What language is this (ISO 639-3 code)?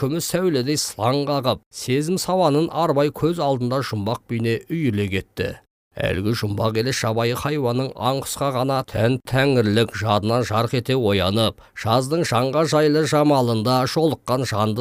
kaz